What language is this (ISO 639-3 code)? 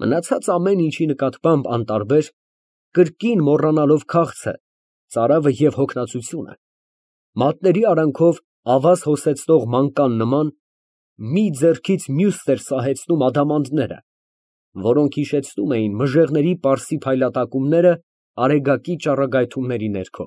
hye